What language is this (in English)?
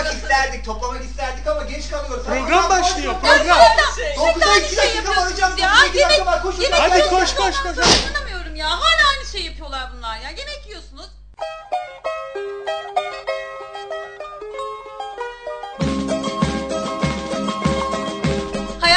Turkish